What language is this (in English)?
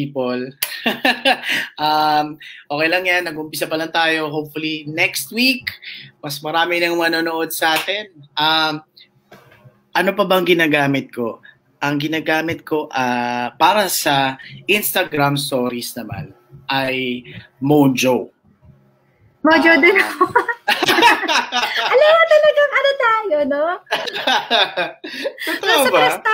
Filipino